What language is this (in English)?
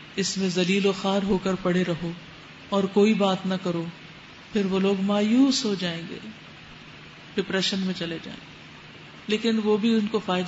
Urdu